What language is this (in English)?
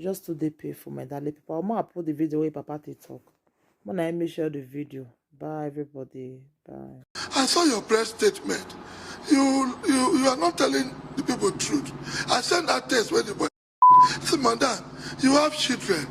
Nigerian Pidgin